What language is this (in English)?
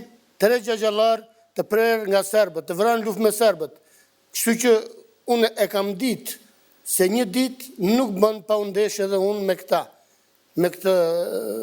Albanian